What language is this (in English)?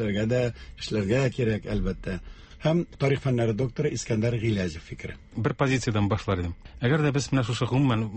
Tatar